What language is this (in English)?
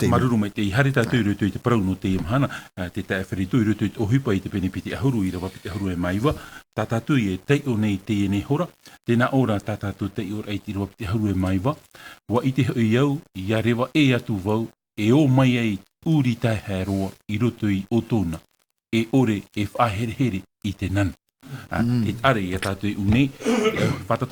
Tahitian